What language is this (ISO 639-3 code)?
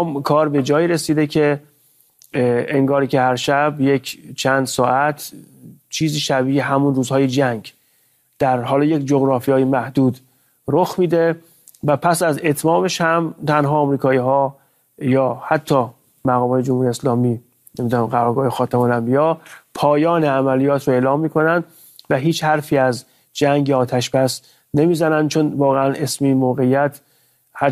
fas